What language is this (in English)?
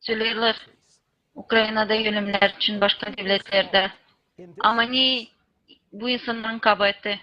Gagauz